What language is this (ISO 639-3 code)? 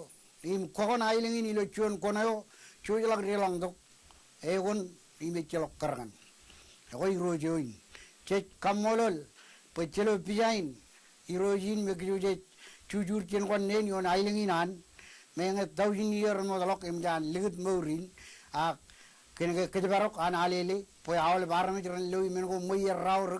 mah